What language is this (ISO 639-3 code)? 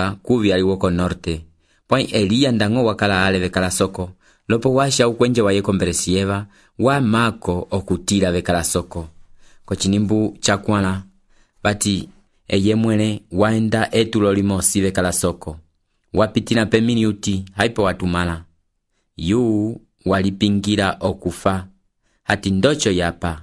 umb